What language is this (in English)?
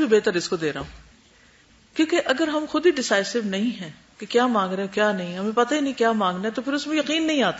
Urdu